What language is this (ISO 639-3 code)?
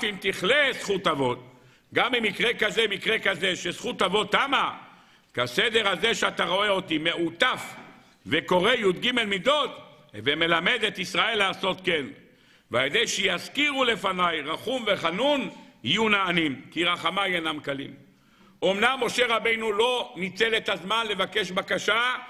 heb